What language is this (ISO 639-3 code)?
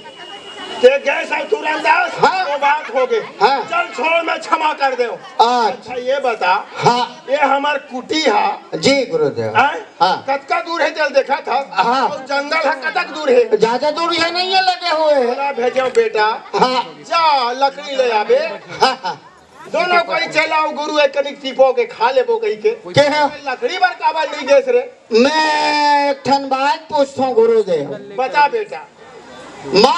hne